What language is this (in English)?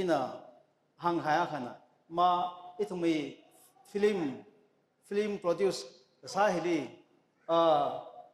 Tangkhul Naga (India)